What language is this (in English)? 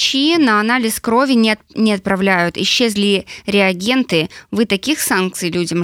Belarusian